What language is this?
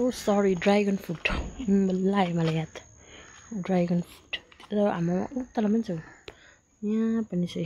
Nepali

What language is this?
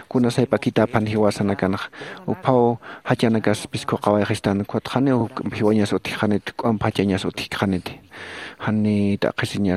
Aymara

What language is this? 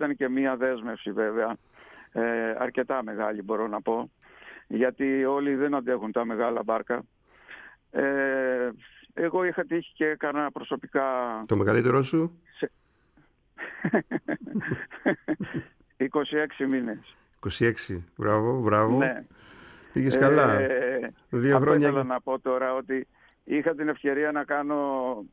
Greek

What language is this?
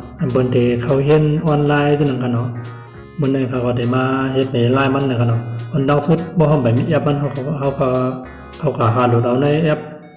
Shan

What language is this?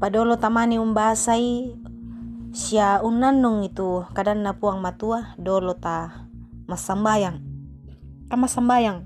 Toraja-Sa'dan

